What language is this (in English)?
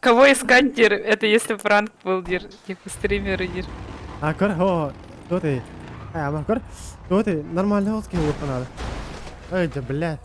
Yakut